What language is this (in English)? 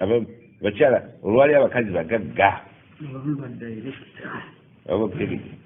Ganda